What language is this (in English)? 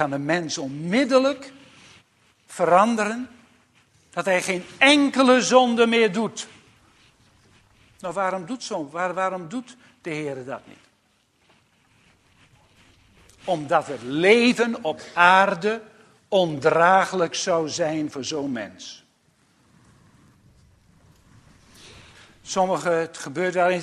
Dutch